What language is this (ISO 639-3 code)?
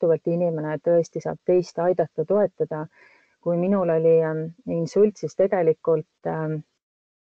est